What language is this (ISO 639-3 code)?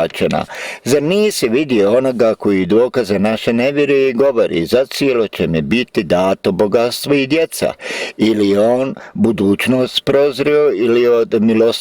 bos